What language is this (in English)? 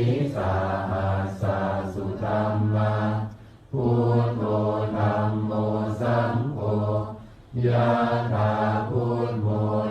Pali